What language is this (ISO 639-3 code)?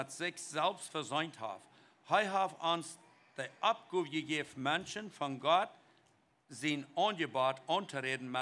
pdt